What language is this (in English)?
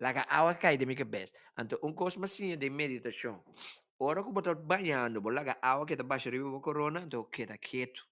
Papiamento